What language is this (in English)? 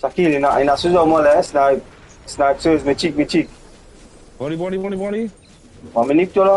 Morisyen